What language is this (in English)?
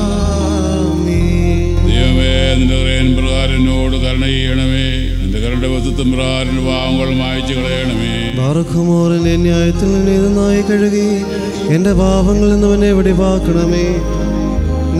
Malayalam